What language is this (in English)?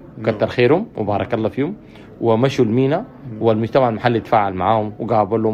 Sudanese Arabic